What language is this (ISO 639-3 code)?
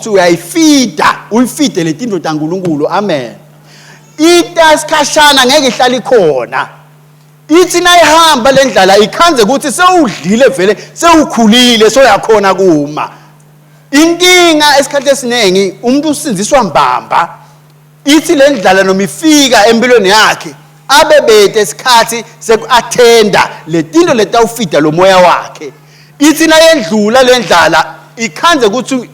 ssw